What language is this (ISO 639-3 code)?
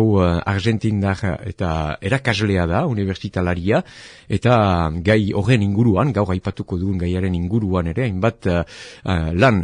eus